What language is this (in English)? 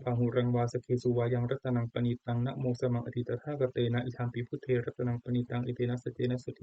Pali